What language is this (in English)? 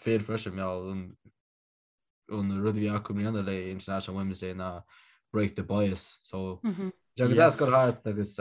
Irish